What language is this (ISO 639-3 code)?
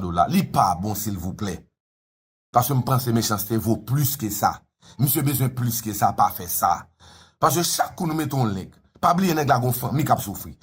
hat